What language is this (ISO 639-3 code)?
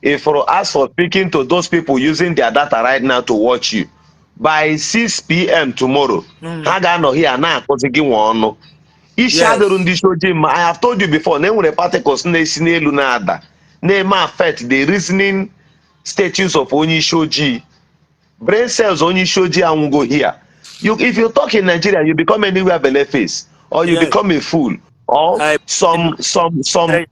ibo